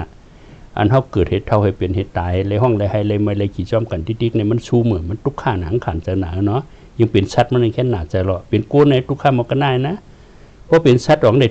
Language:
Shan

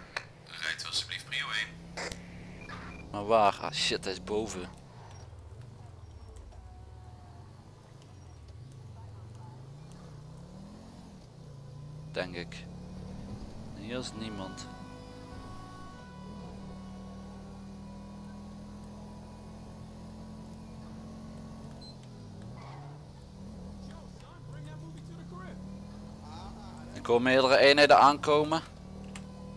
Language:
Dutch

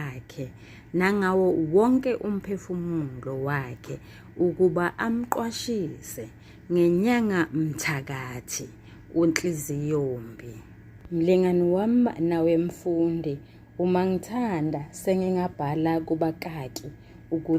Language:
Zulu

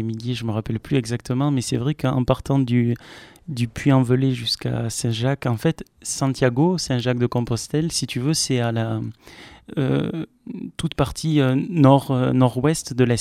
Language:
French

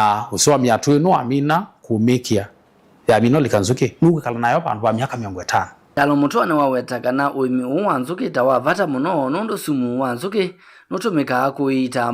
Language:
Kamba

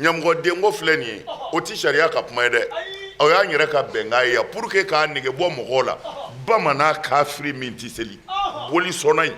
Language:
Bambara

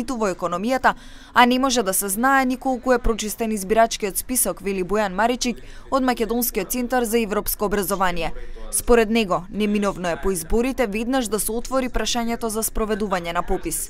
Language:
Macedonian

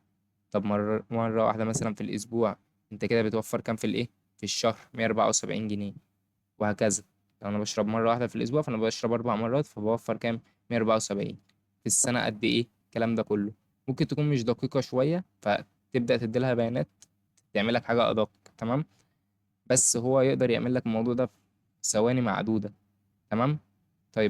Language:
Egyptian Arabic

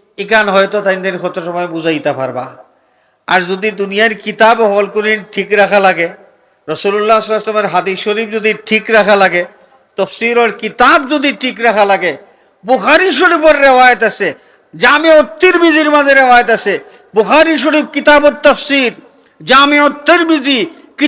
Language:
Sylheti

